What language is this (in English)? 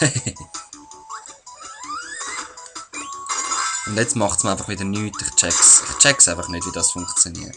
Swiss German